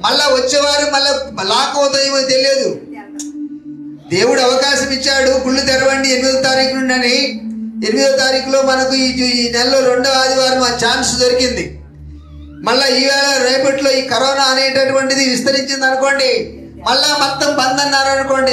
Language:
Telugu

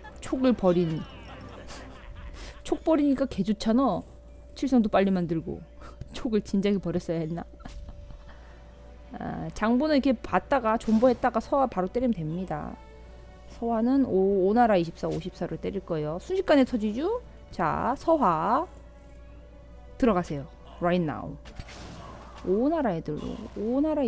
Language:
Korean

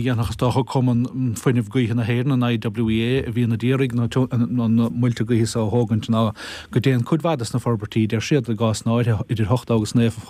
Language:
Irish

